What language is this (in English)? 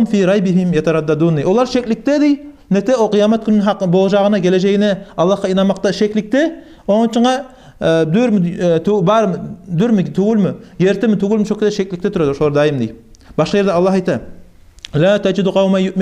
Kumyk